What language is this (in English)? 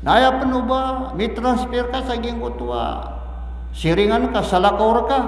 Maranao